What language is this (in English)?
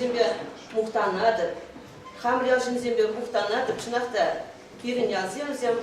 Chuvash